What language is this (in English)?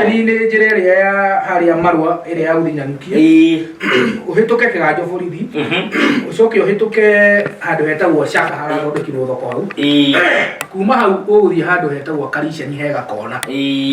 Kikuyu